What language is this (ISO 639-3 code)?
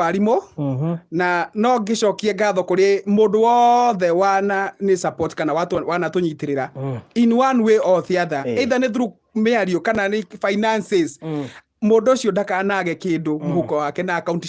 kik